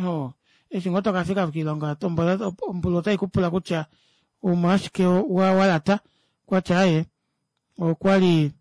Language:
Kuanyama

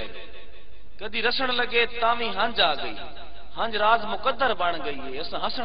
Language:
Saraiki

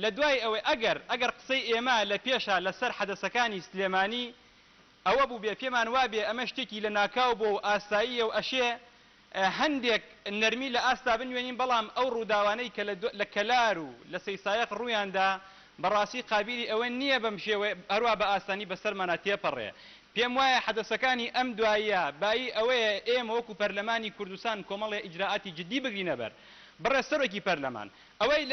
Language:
Central Kurdish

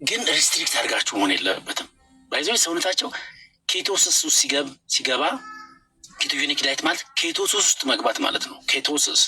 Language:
Amharic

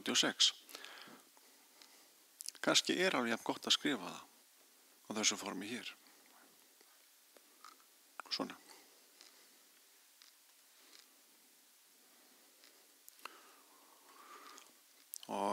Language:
Icelandic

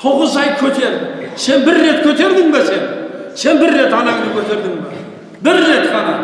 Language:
Kazakh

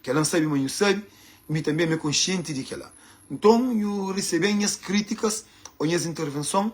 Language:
Kabuverdianu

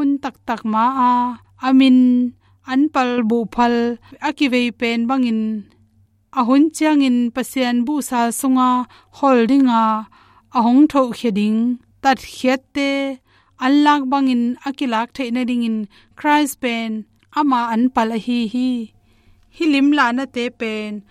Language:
Tedim Chin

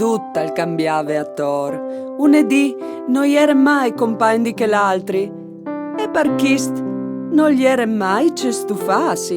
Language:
Friulian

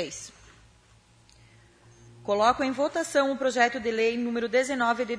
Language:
Portuguese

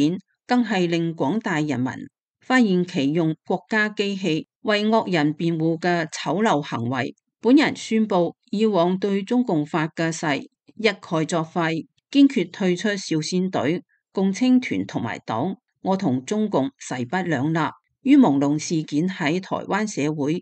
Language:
Cantonese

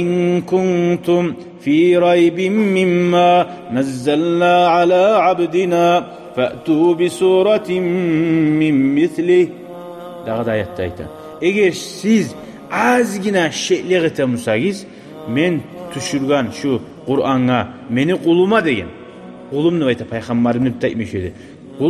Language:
Kumyk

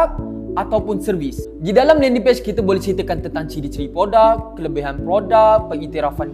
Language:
Malay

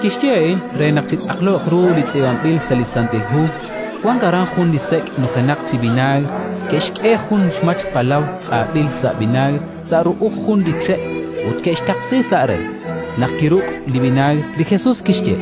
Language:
Kekchí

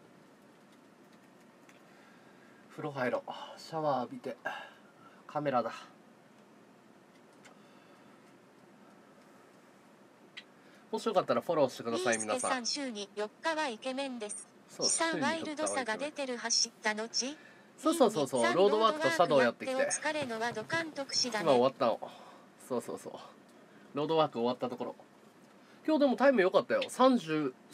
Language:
Japanese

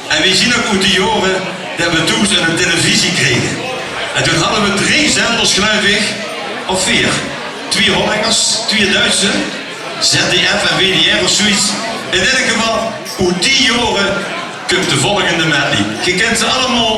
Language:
Limburgish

